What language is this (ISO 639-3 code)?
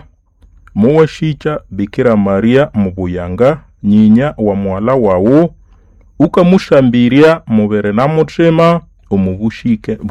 nnb